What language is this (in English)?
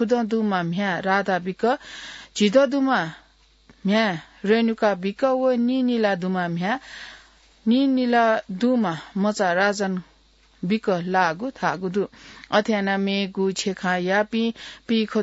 Newari